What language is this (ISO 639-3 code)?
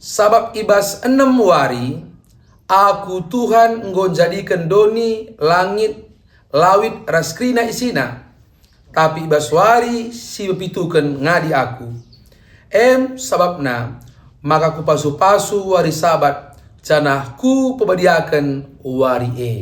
btx